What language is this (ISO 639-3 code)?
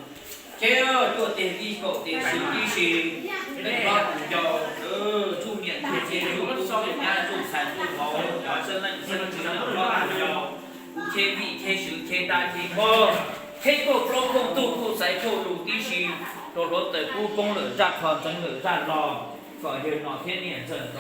hmn